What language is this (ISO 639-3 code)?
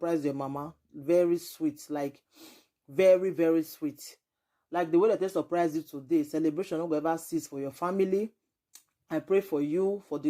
pcm